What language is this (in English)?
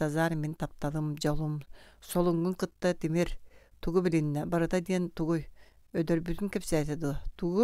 Yakut